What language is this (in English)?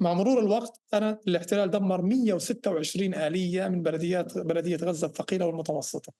North Levantine Arabic